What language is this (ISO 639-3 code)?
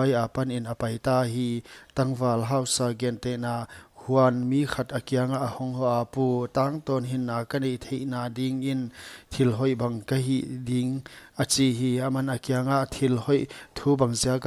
pck